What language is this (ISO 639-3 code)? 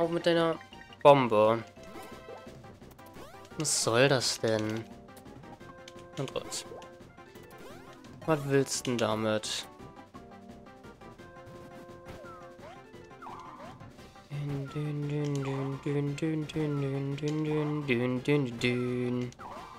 deu